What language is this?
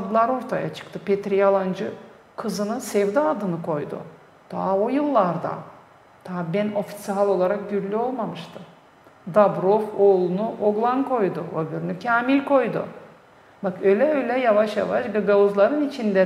Gagauz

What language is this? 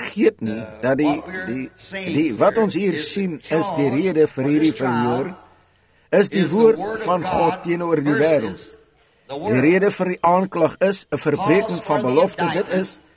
Afrikaans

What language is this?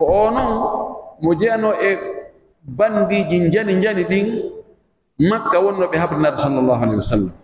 Pular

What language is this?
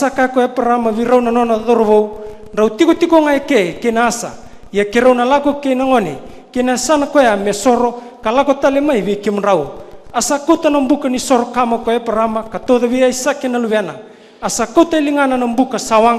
Fijian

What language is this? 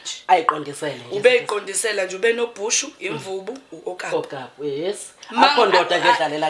Zulu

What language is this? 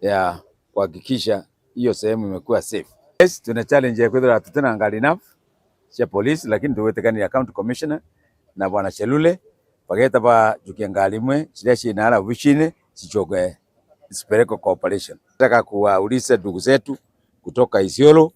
Meru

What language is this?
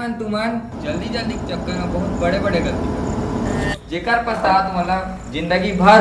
Chhattisgarhi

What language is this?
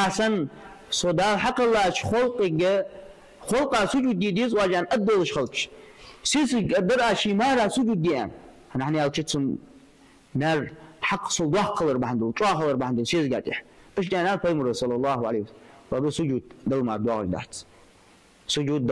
Ingush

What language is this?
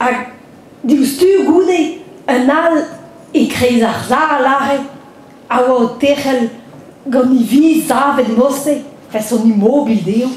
Breton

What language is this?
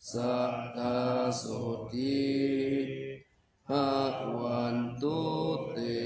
Pali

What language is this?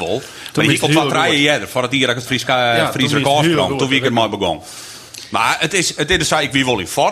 Western Frisian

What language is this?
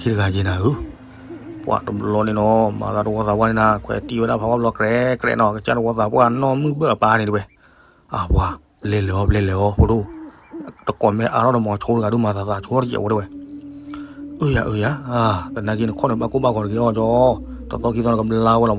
S'gaw Karen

